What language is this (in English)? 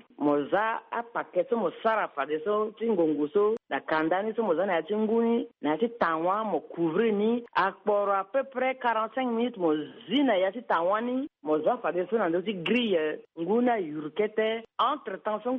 Sango